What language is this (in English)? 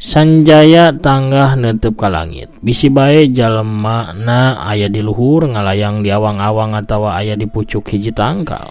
Sundanese